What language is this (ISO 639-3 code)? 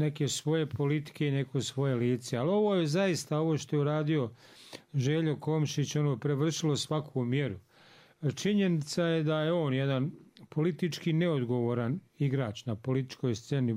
bos